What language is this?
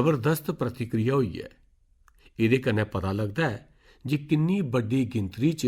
Dogri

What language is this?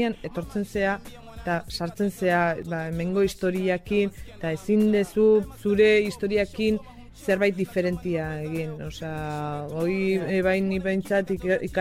Basque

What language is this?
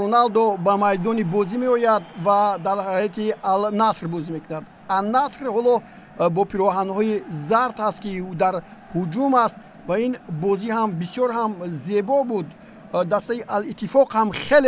Tajik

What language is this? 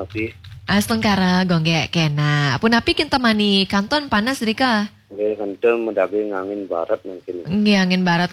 Balinese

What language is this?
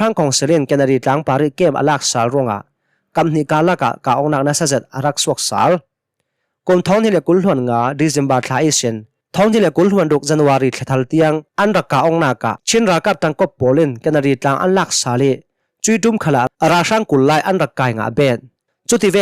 Hakha Chin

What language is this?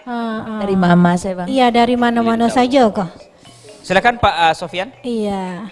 Minangkabau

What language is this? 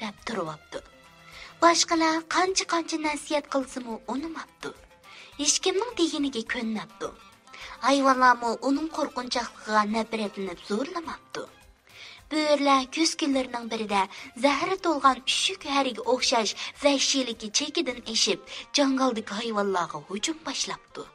Uyghur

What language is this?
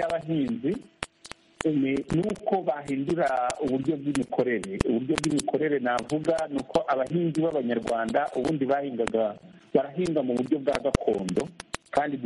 Kinyarwanda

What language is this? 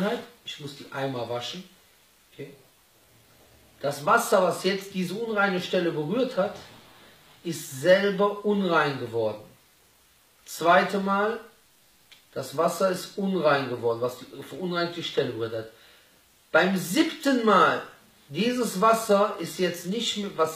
German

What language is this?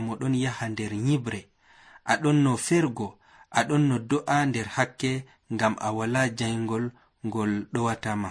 Nigerian Fulfulde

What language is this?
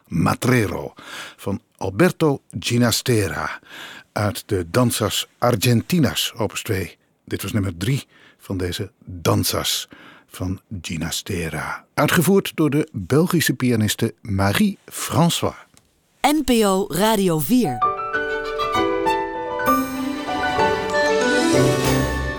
Dutch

